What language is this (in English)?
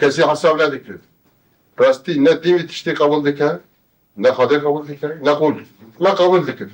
Kurdish